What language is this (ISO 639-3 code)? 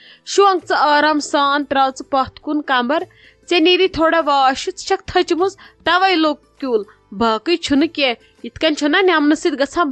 kas